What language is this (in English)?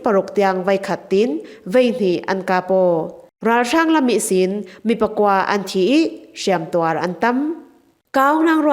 Falam Chin